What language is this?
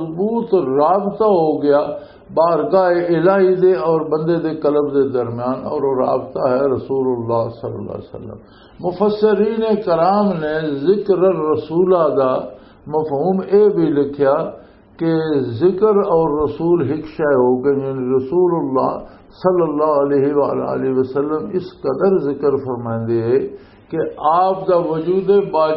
Western Panjabi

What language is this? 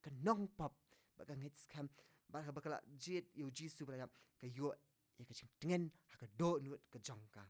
Khasi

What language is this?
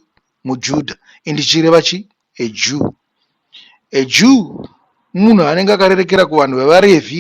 Shona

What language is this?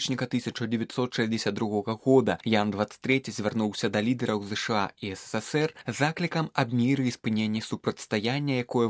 Belarusian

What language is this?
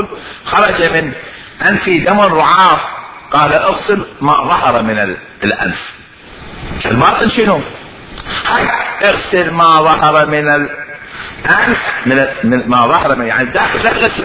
Mesopotamian Arabic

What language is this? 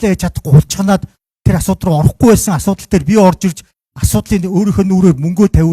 Mongolian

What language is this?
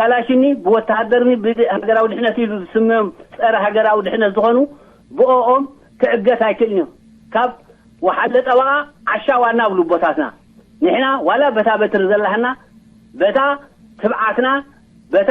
Tigrinya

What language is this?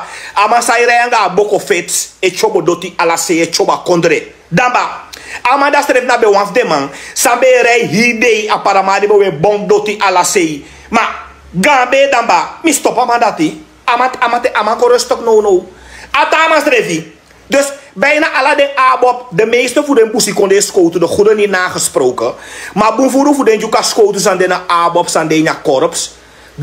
Sranan Tongo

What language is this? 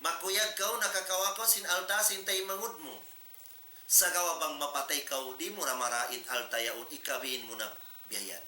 Tausug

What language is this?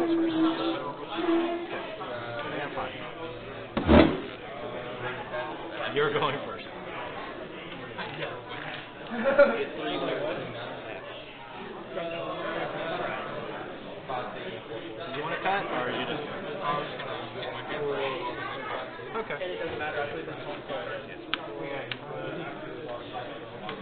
English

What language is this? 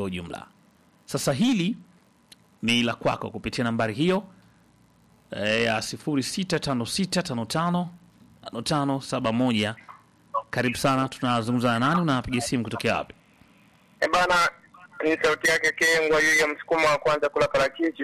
Swahili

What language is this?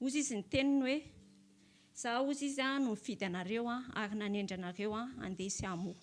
Malagasy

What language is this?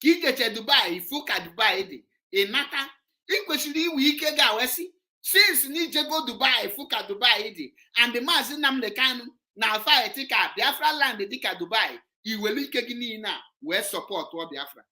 Igbo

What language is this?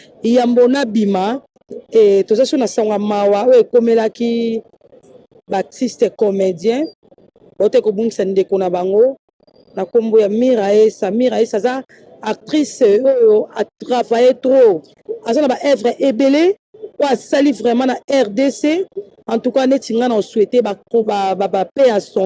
Lingala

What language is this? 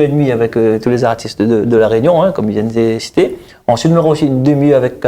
Réunion Creole French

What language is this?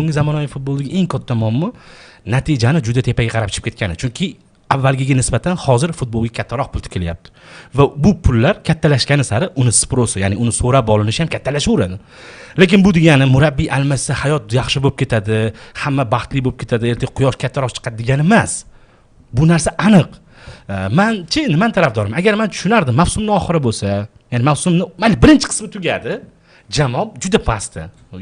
Uzbek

